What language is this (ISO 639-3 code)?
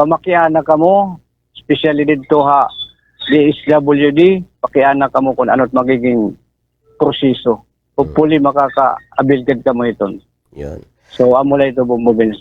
war